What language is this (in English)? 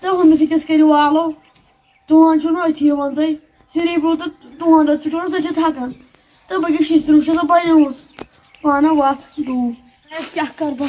Kashmiri